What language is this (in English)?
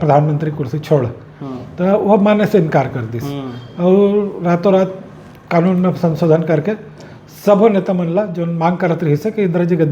Chhattisgarhi